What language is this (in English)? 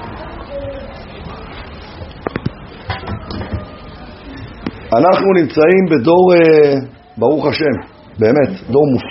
Hebrew